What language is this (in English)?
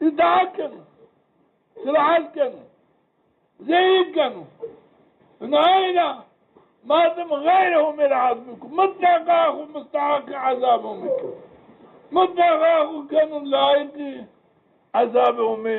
Zaza